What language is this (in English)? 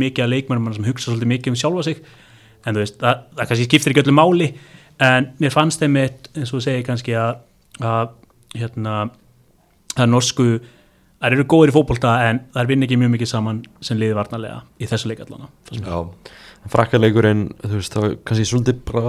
Icelandic